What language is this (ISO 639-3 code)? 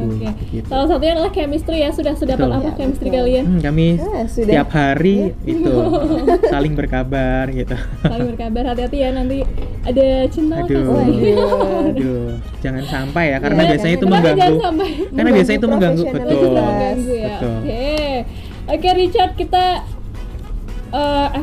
ind